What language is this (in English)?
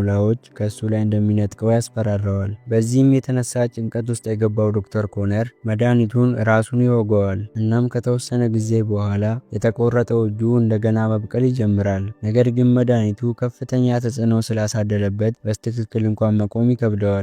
Amharic